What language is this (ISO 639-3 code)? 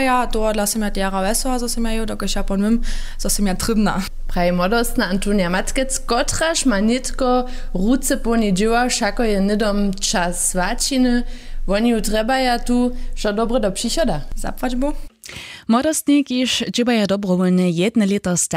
hsb